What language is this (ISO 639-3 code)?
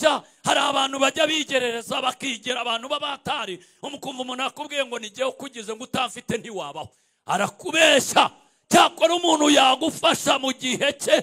kin